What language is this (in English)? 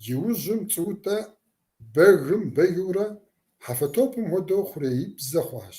Kabardian